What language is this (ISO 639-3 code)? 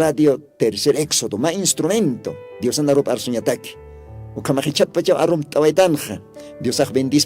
aym